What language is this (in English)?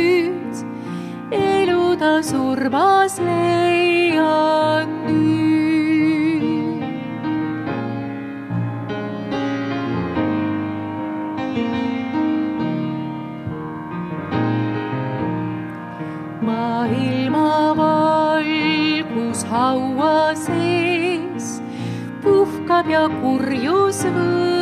Estonian